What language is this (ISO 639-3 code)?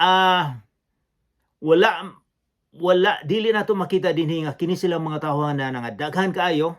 ceb